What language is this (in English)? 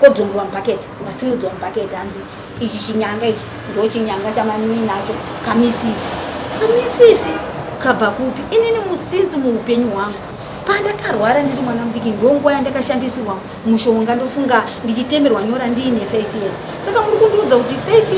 Shona